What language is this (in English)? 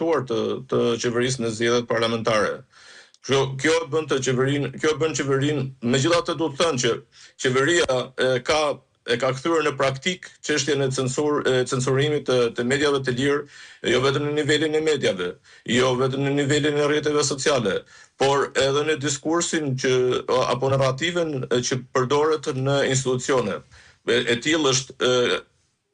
Albanian